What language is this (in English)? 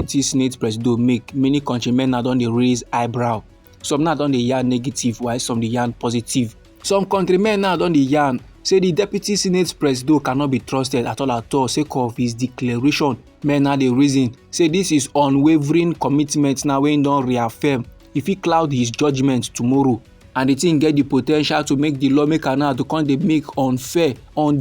Nigerian Pidgin